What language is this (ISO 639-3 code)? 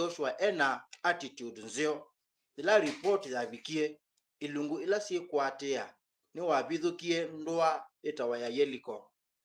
kam